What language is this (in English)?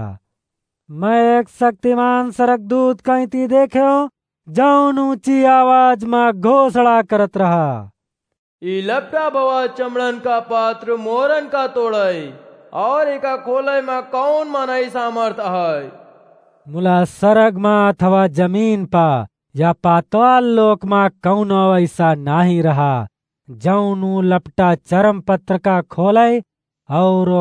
Awadhi